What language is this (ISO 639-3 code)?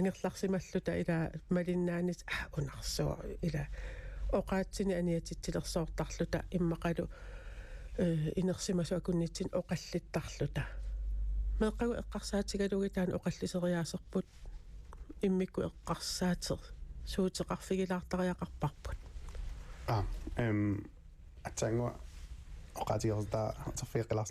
kal